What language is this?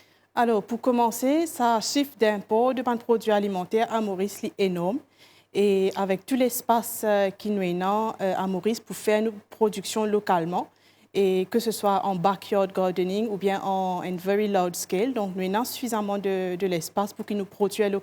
Morisyen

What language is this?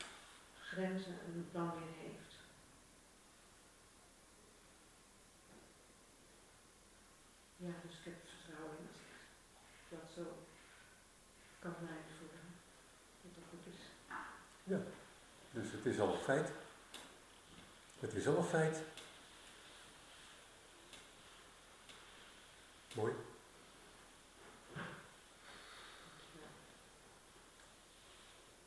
Dutch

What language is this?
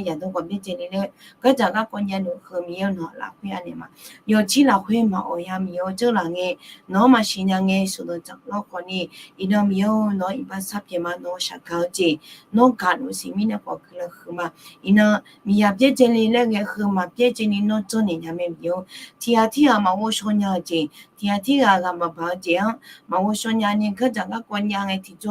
Akha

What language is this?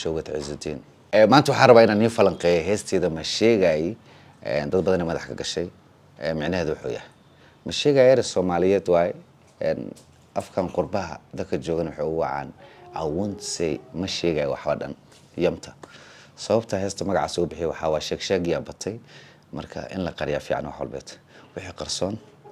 Somali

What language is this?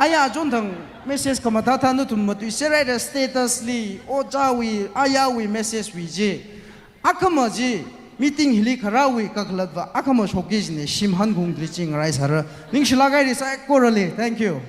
Tangkhul Naga (India)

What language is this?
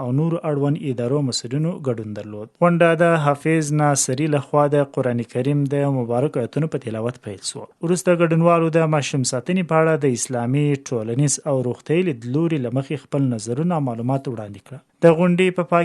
Pashto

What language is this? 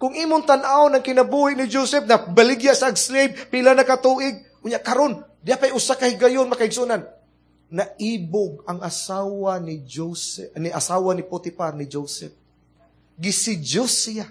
Cebuano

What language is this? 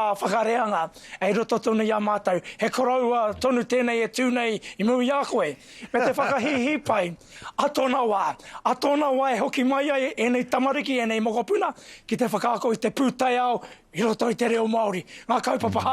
Māori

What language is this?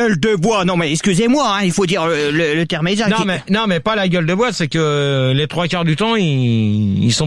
French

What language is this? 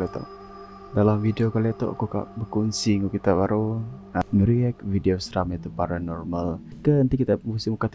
Iban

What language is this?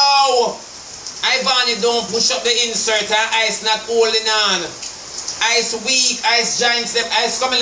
Jamaican Creole English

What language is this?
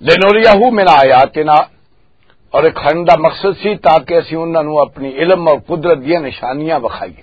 Western Panjabi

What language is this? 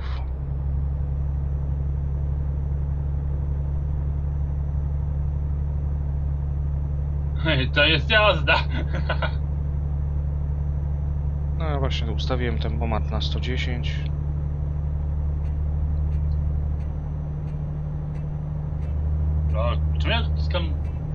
Polish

